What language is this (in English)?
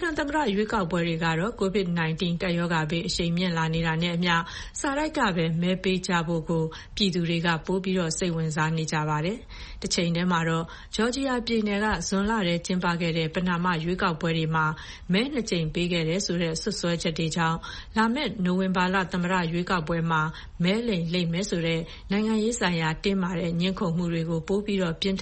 Burmese